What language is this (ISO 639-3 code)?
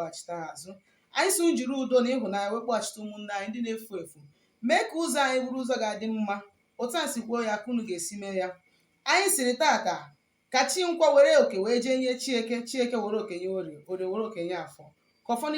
ibo